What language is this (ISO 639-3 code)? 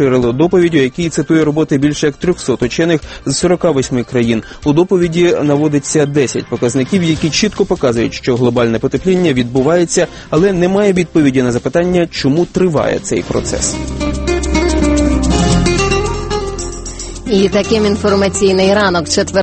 ukr